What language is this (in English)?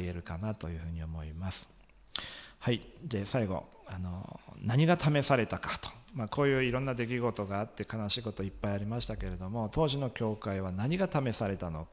Japanese